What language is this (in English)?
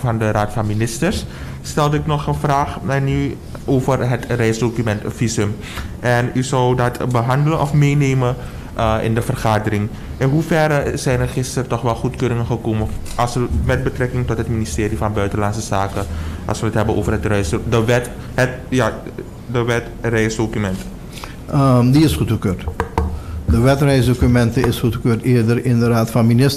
Dutch